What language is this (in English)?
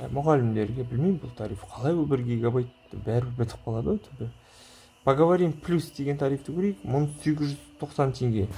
Kazakh